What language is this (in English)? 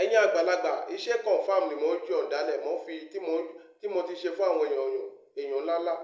Yoruba